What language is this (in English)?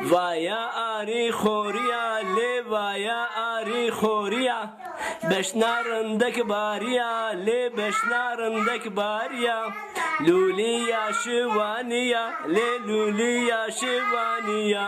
Zaza